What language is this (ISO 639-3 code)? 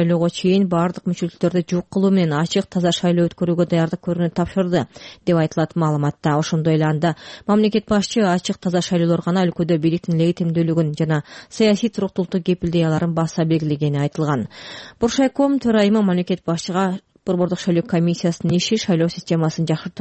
kir